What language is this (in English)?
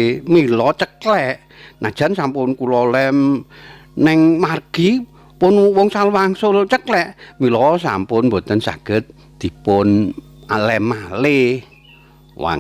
Javanese